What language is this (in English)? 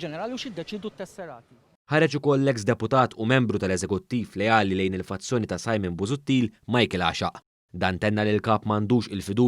Maltese